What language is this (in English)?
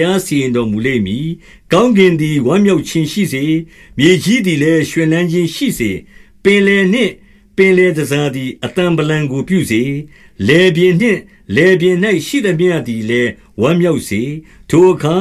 Burmese